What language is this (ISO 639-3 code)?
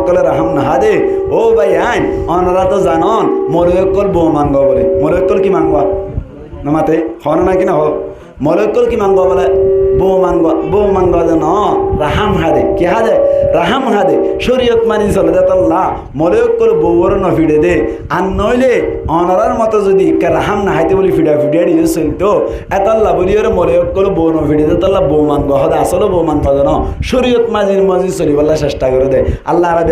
rhg